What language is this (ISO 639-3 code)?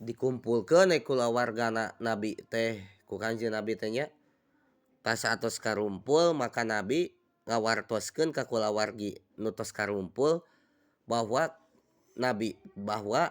sun